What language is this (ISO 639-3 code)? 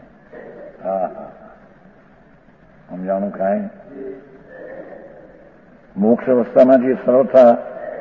guj